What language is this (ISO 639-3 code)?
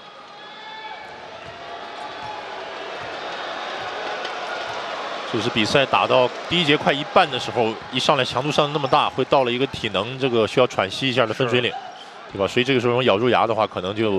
zho